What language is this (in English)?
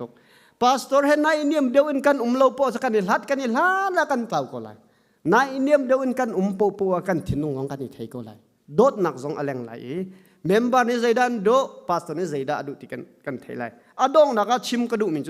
Hakha Chin